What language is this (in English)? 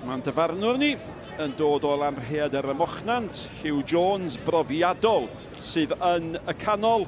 Welsh